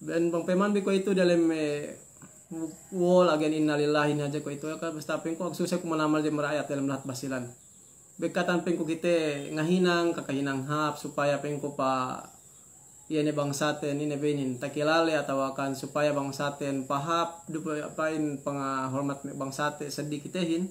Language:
Yakan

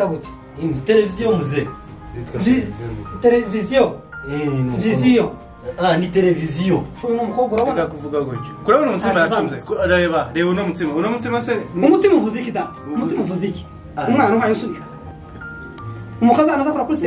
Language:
Kinyarwanda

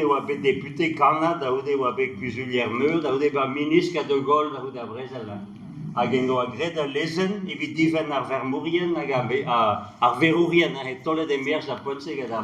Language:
Breton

